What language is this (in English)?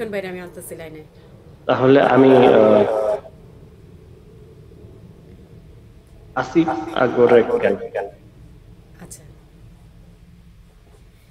Bangla